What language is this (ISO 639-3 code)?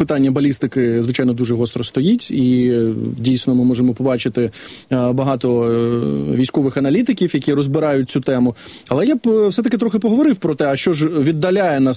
ukr